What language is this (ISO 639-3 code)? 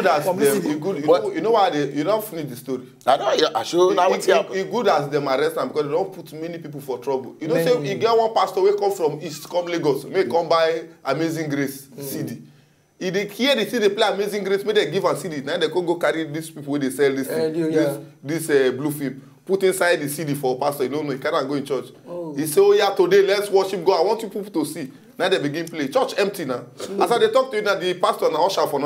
pcm